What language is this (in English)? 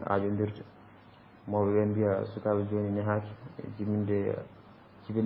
Fula